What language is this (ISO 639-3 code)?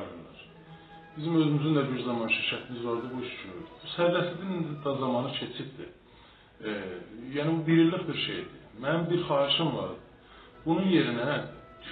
azb